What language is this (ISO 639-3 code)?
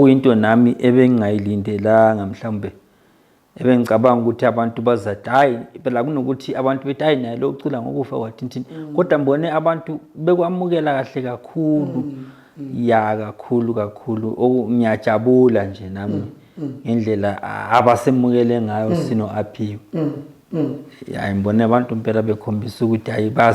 zul